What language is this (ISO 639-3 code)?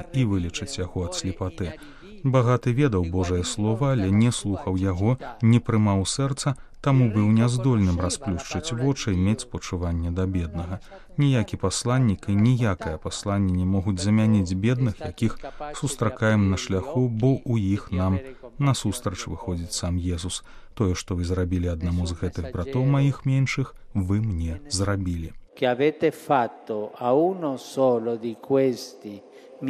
bel